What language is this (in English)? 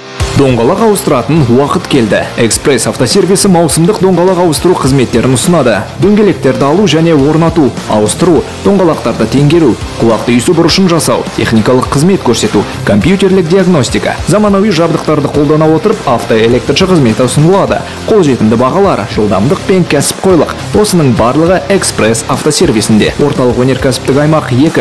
Kazakh